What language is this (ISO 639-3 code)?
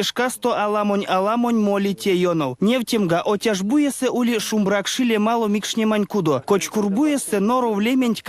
myv